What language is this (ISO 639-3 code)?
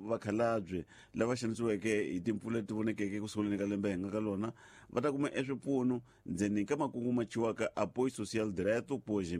tso